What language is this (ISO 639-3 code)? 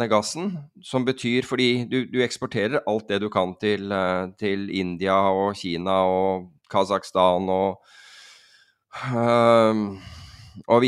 nor